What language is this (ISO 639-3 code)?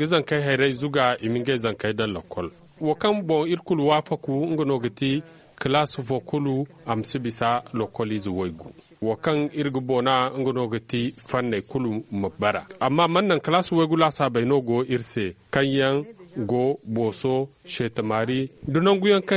dje